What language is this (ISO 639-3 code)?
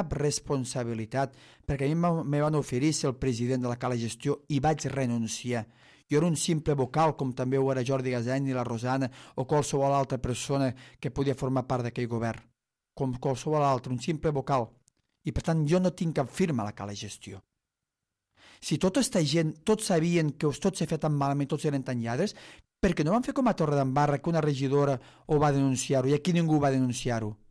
cat